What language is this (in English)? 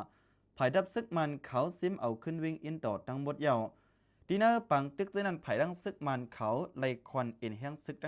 Shan